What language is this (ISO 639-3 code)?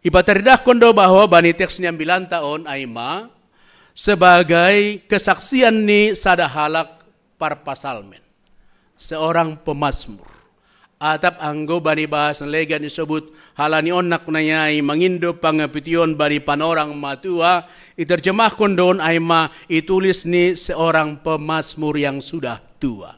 bts